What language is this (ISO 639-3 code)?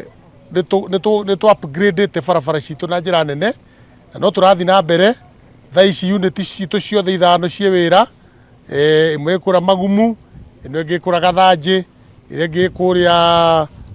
kik